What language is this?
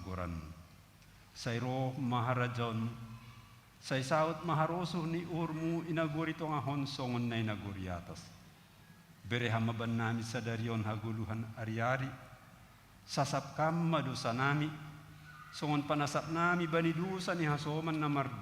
Batak Simalungun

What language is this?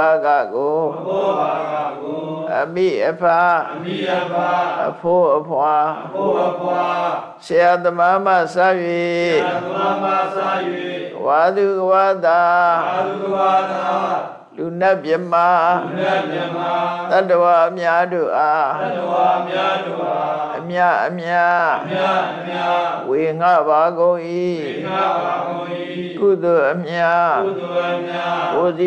Burmese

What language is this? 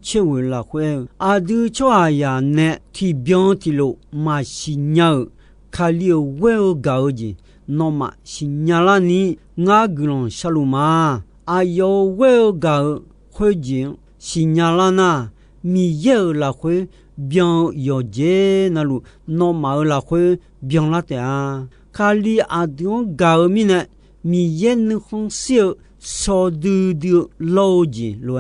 Akha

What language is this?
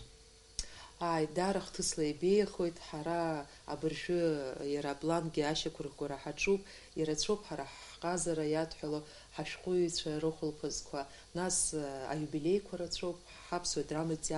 Abkhazian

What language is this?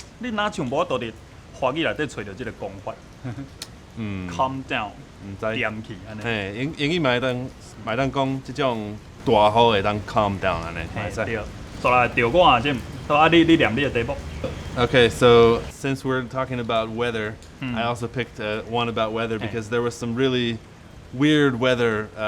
Min Nan Chinese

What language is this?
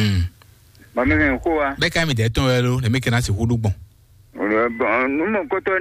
Fon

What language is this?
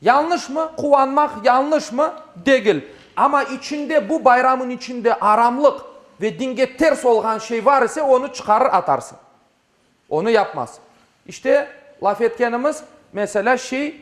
Crimean Tatar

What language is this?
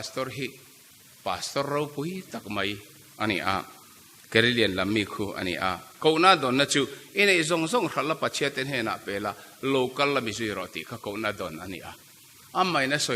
Mizo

